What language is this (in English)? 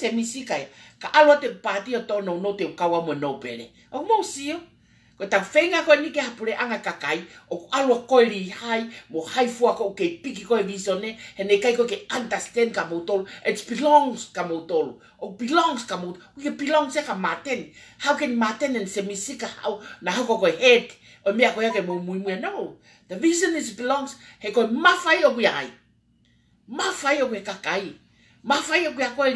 Tongan